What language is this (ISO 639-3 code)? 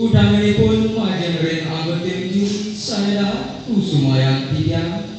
ban